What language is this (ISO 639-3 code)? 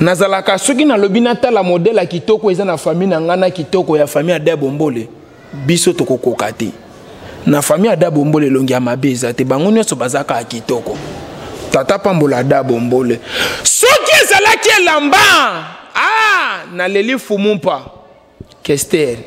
lin